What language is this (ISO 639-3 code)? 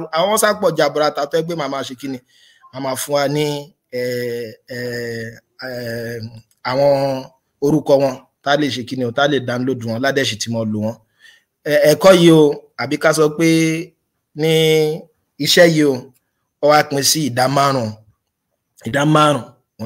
yor